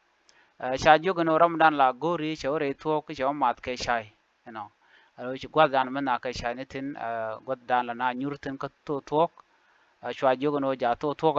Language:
Nuer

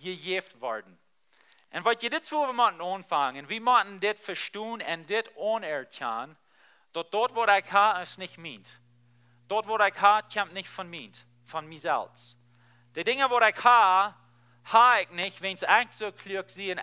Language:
Plautdietsch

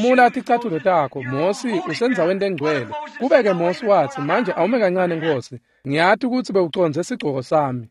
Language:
Swati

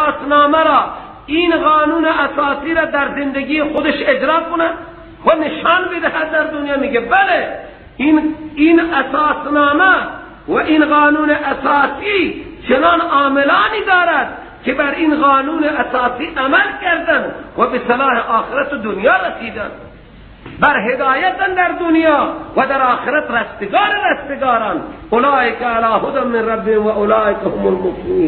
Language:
Persian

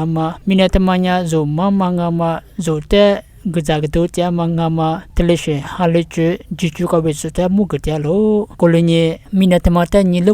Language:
Lisu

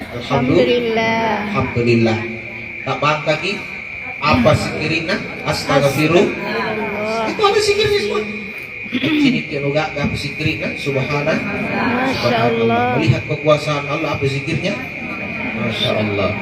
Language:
Makasar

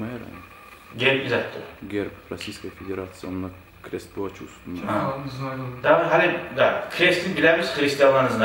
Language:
Kumyk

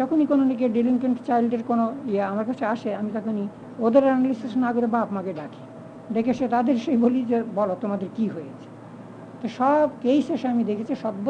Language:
Bangla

